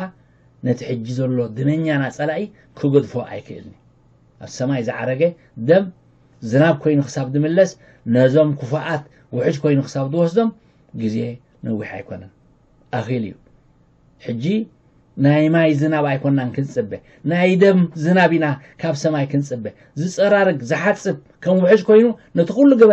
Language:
Tigrinya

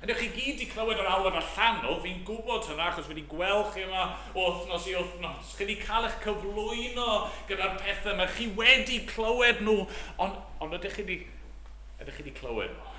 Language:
Welsh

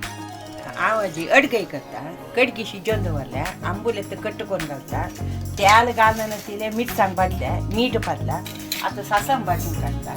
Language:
Konkani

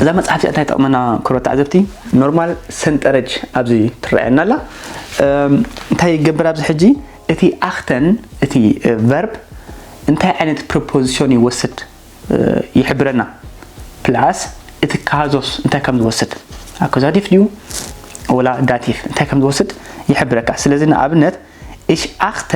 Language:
Tigrinya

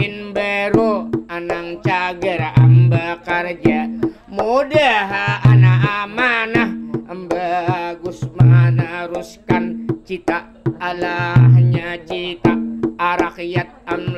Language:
Banjar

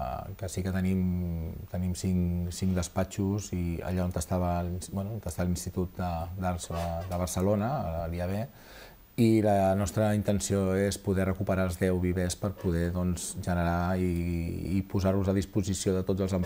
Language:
Catalan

